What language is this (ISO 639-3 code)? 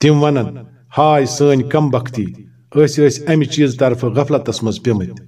kas